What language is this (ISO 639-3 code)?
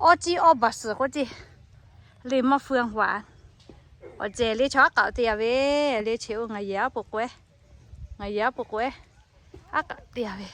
lhu